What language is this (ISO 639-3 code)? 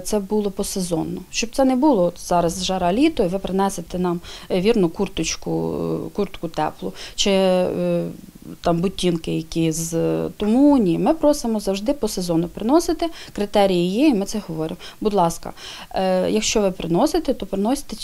ukr